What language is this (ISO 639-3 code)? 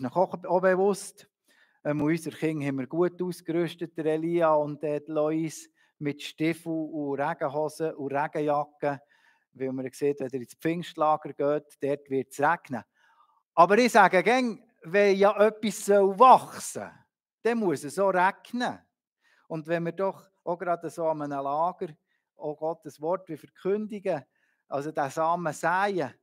gsw